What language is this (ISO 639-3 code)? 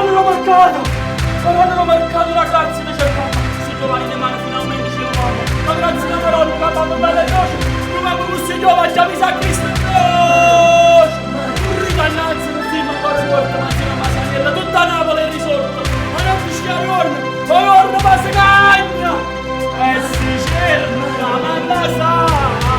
nap